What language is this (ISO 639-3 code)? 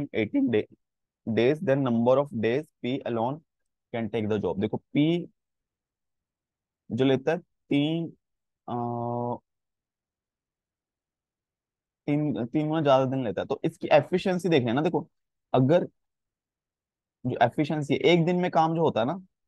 hin